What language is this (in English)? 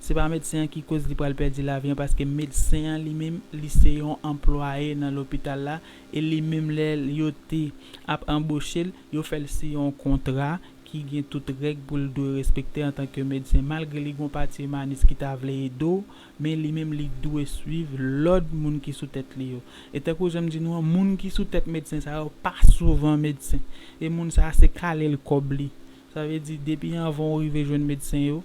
Haitian Creole